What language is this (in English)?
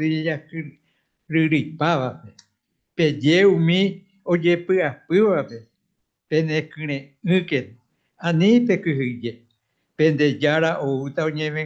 Guarani